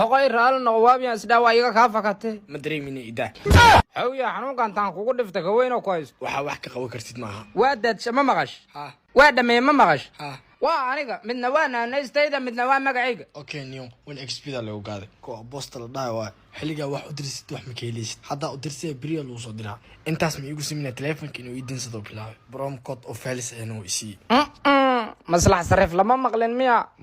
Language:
Somali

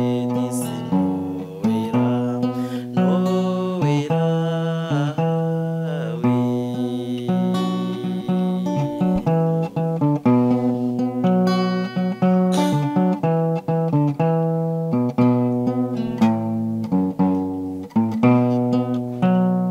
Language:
Kinyarwanda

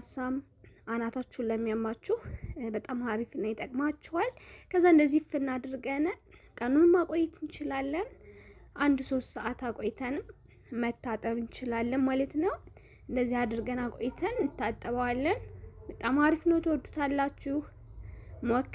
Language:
Amharic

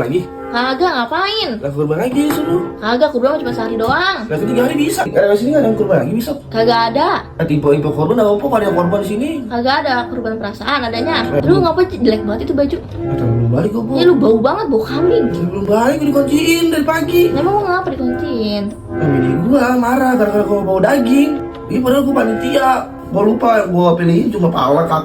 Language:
Betawi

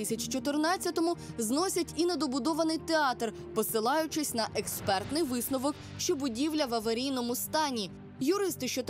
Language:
Ukrainian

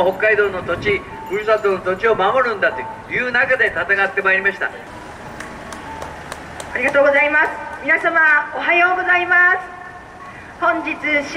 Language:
Japanese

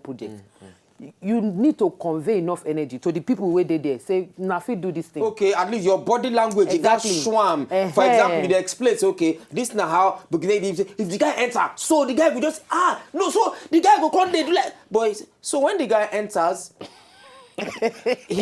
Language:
Nigerian Pidgin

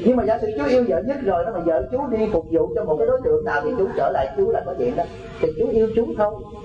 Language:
Vietnamese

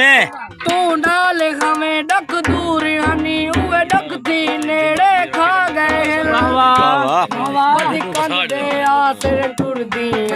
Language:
Saraiki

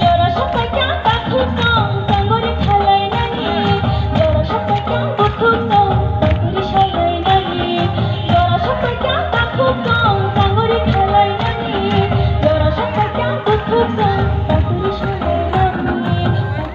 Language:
Kok Borok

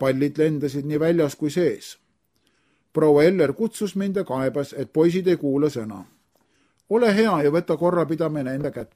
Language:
Estonian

